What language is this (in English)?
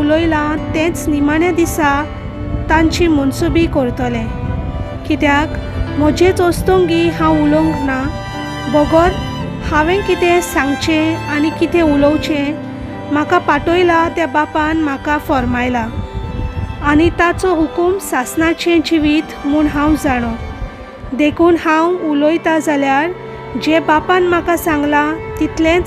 Konkani